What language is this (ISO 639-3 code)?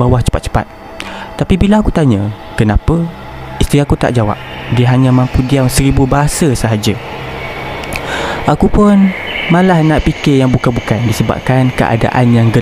msa